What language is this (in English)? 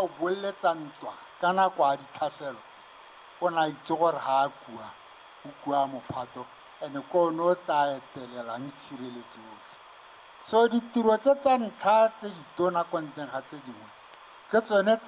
Tswana